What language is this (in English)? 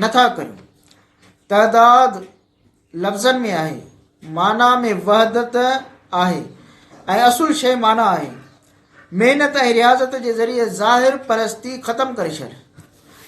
Sindhi